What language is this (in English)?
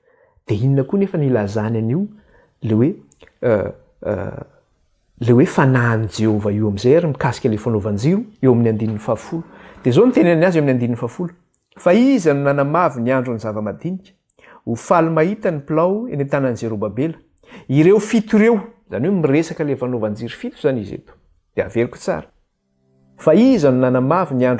Malagasy